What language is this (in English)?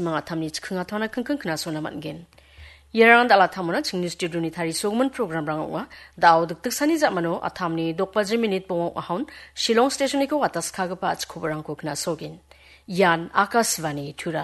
Garo